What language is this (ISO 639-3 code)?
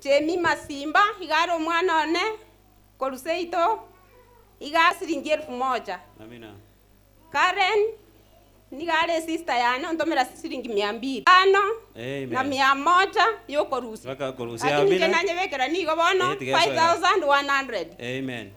guz